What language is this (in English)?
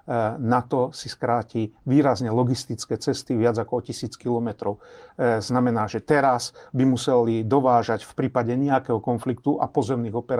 Slovak